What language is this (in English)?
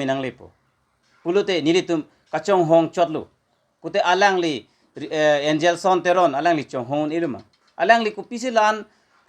Karbi